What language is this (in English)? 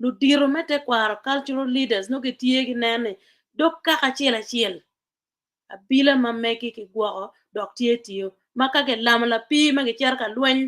Acoli